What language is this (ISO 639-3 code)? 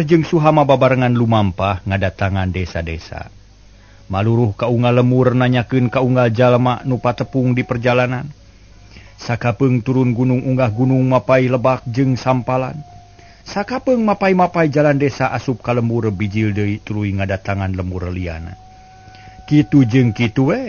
sun